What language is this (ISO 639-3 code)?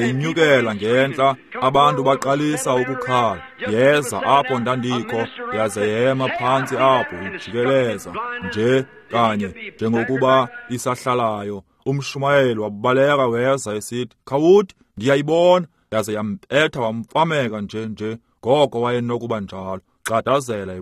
xho